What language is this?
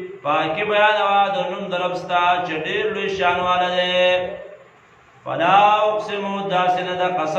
Pashto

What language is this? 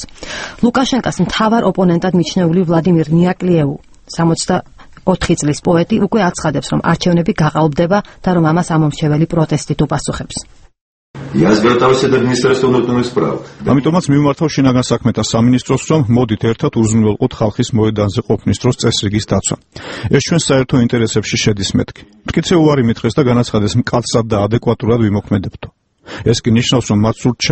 Georgian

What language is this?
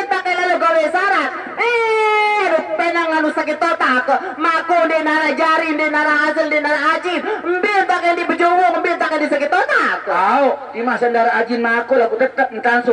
Sasak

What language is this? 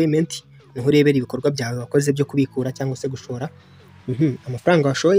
Kinyarwanda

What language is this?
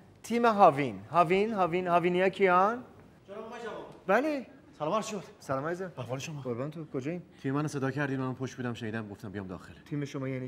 Persian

